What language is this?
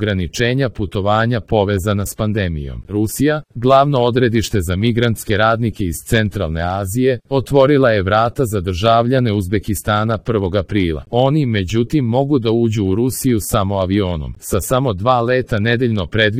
Serbian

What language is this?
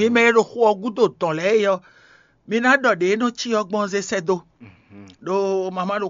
Fon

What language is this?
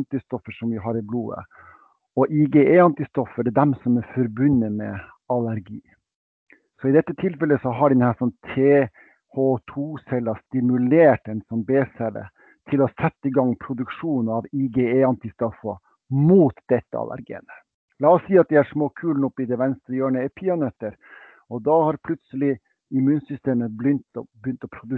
Norwegian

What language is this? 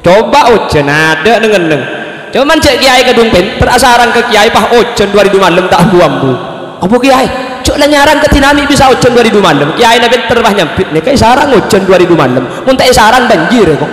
Madurese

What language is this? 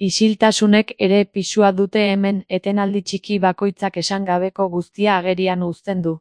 Basque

